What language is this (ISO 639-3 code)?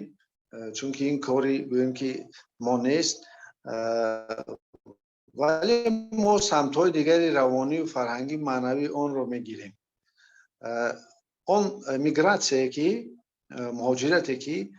fas